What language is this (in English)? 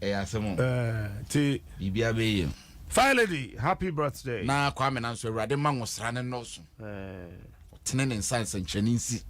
Akan